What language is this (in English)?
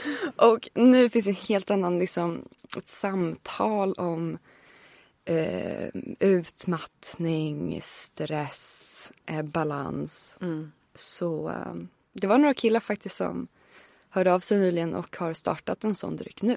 Swedish